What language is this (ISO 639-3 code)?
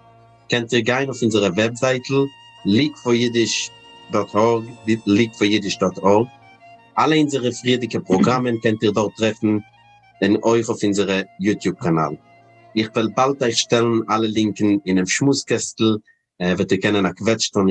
yid